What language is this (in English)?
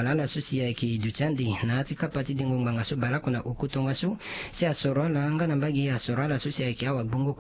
Sango